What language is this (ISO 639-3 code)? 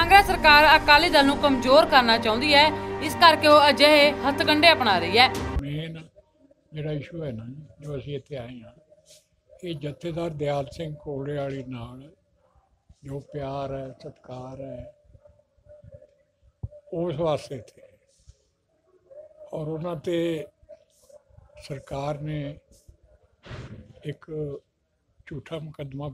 pan